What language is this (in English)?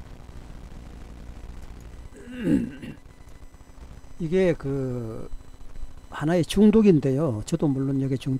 Korean